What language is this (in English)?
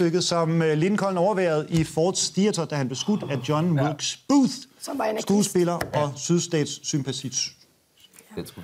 Danish